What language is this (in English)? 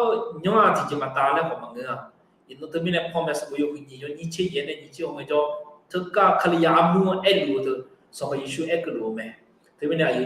Akha